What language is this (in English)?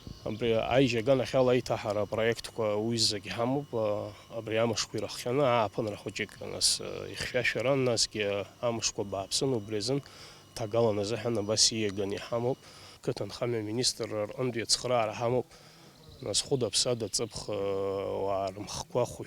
Abkhazian